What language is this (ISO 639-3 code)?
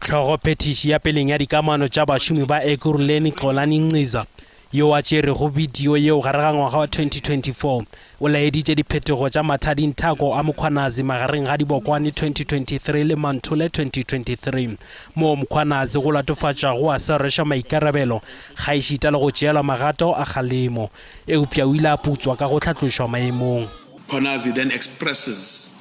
nso